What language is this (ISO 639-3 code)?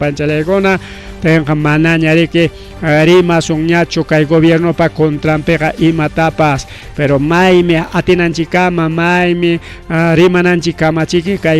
quy